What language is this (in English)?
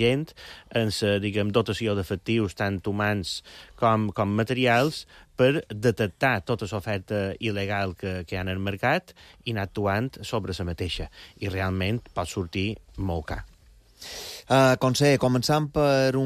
Catalan